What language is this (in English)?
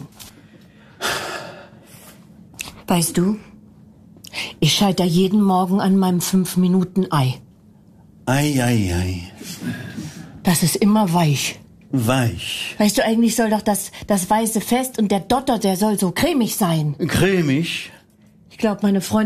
German